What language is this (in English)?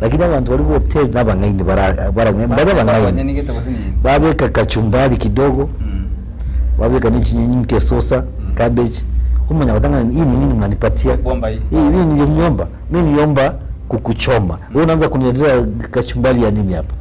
Gusii